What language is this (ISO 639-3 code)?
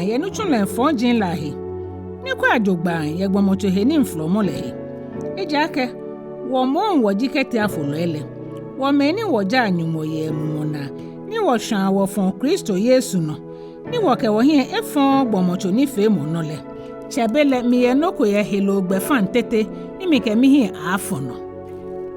gaa